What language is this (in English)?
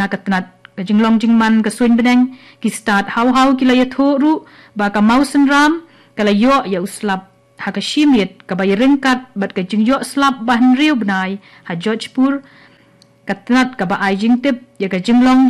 Khasi